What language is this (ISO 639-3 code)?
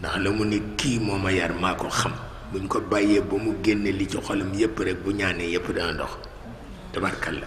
wol